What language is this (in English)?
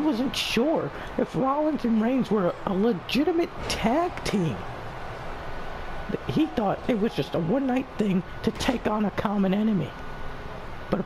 English